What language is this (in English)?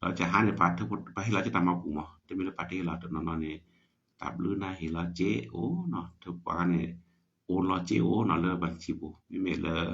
S'gaw Karen